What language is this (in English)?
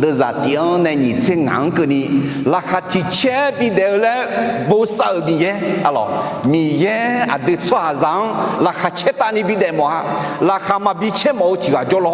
Akha